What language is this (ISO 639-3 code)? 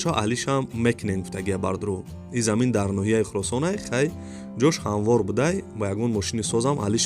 tgk